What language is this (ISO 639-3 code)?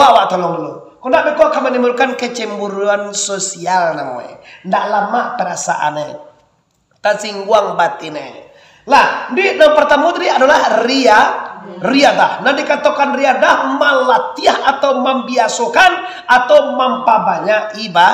min